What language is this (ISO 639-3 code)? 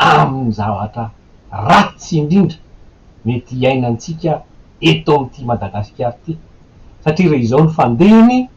mlg